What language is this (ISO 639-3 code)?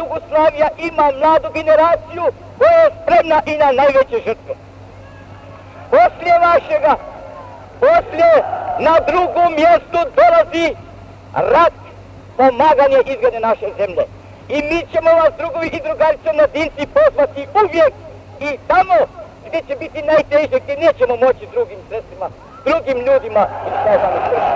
hrv